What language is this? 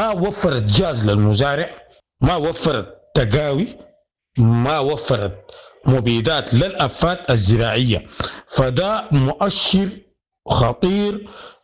Sudanese Arabic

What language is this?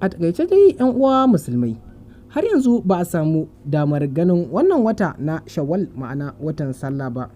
Hausa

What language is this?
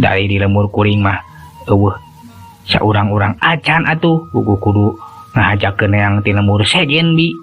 Sundanese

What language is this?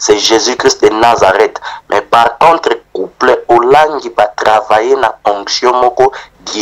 Lingala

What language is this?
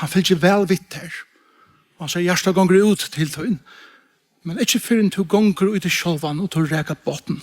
Faroese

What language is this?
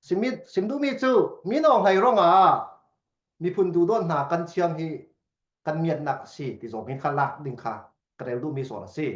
Falam Chin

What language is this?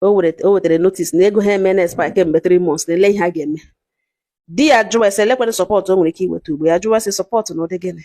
Igbo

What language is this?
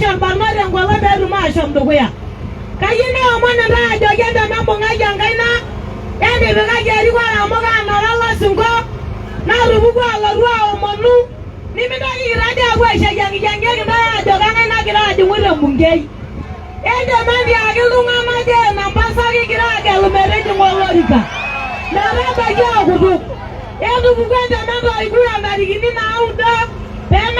Masai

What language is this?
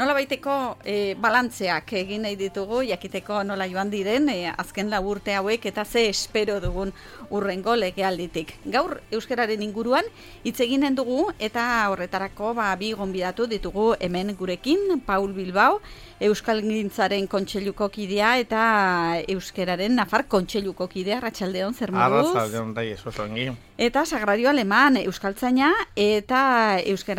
Basque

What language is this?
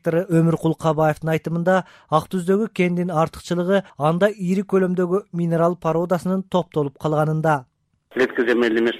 Kyrgyz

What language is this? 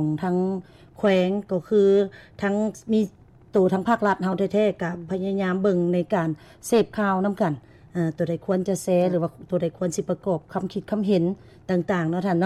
Lao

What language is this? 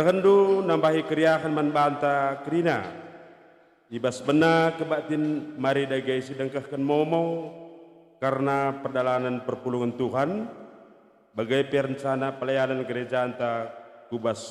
Batak Karo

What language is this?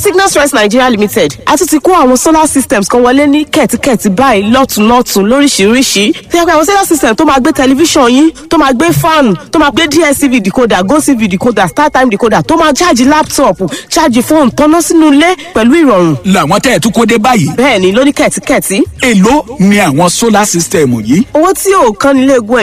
Yoruba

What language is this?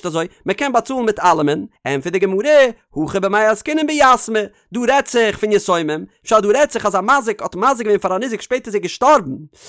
Yiddish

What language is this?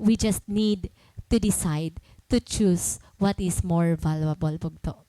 Waray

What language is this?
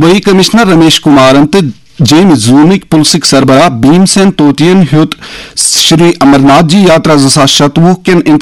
Kashmiri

